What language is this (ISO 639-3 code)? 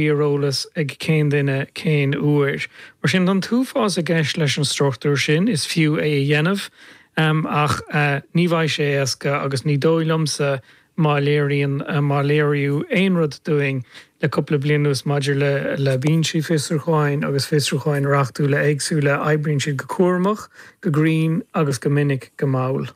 gle